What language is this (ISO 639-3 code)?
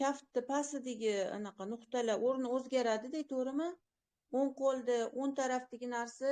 uzb